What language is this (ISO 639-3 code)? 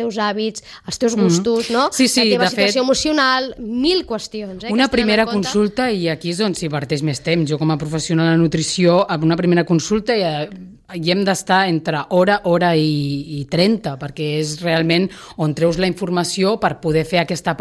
cat